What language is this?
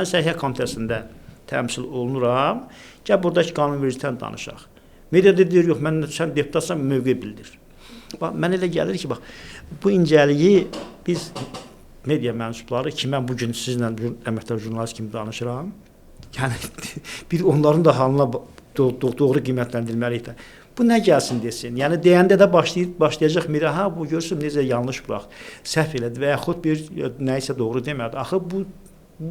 Azerbaijani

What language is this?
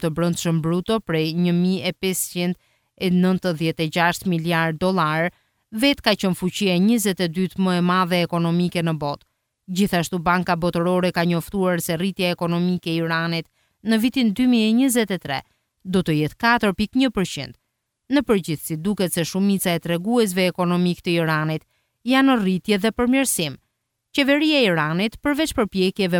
Albanian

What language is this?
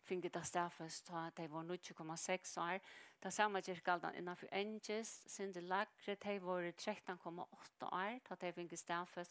Faroese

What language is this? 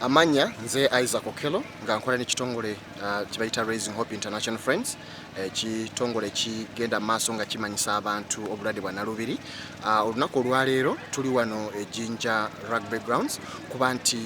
Soga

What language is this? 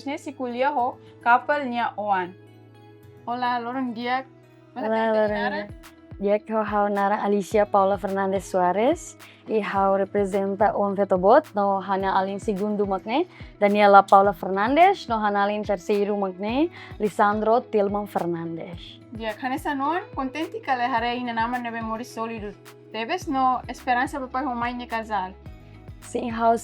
Tetum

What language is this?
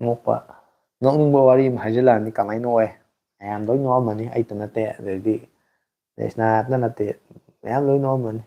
Manipuri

